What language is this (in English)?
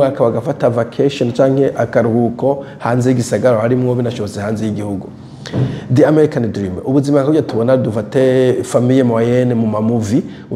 Rundi